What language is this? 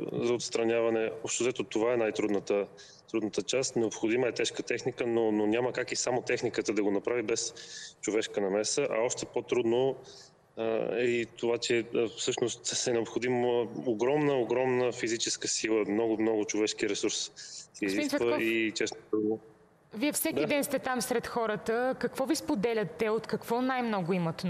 Bulgarian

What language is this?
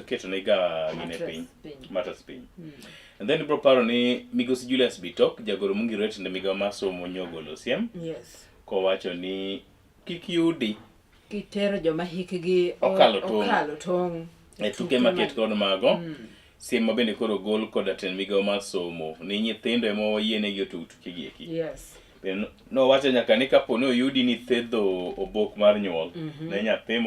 Luo (Kenya and Tanzania)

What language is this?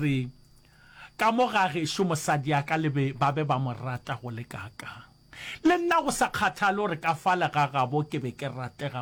Northern Sotho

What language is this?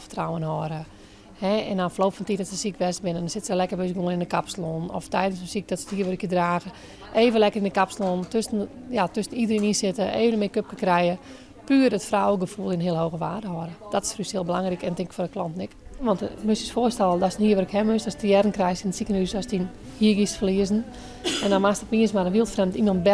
Western Frisian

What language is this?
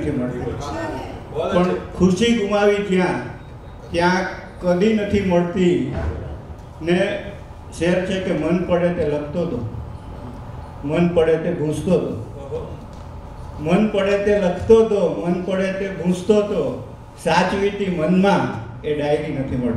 Gujarati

